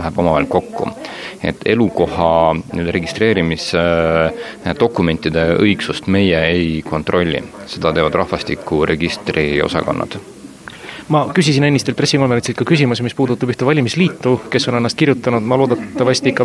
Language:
Estonian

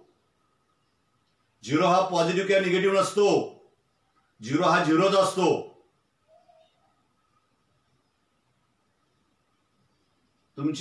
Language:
Marathi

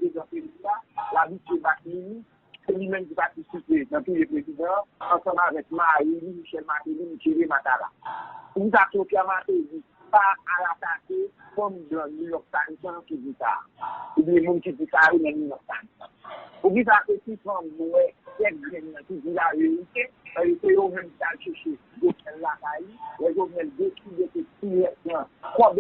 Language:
Haitian Creole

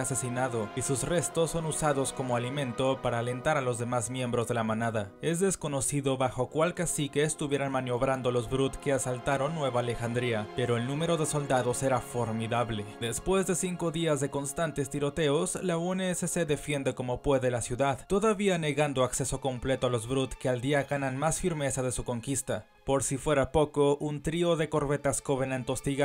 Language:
Spanish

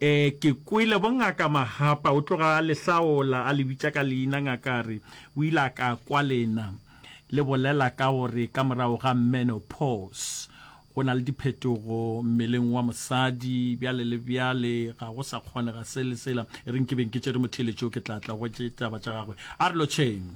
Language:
Northern Sotho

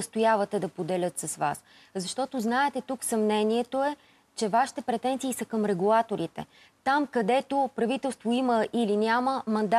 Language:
Bulgarian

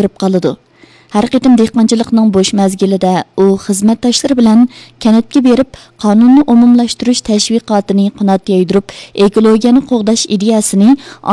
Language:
Uyghur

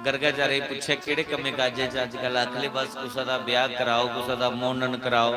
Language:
Dogri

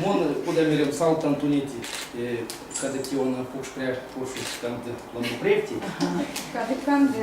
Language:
Erzya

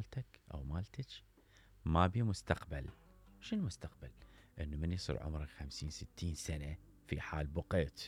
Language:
Mesopotamian Arabic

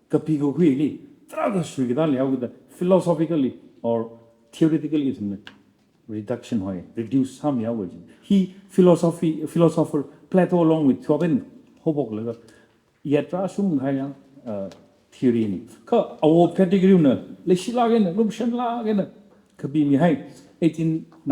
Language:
Tangkhul Naga (India)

